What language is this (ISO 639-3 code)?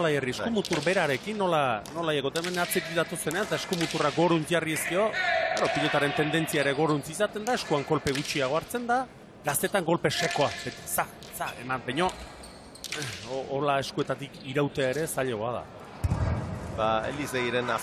eus